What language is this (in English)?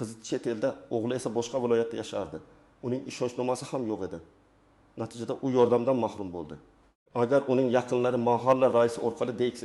Uzbek